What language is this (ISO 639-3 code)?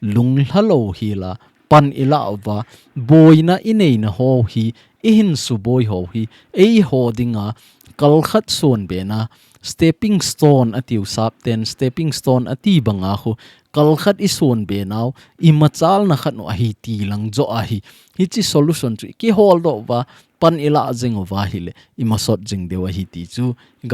tcz